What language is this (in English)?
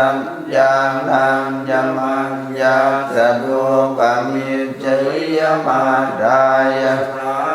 Pali